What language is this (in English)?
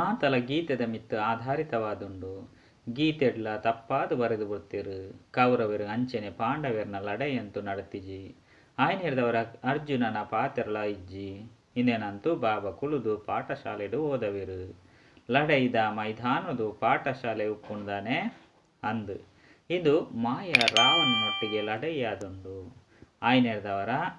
Tulu